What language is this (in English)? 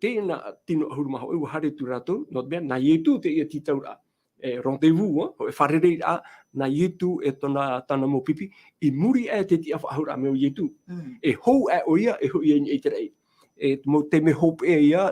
Tahitian